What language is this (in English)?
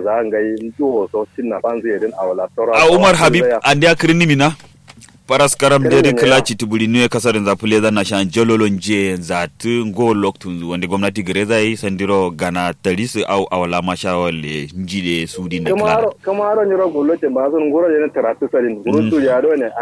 Kanuri